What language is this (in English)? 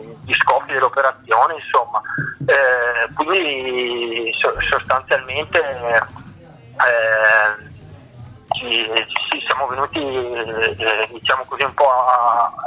Italian